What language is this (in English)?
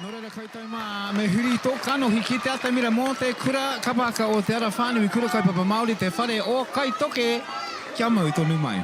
Māori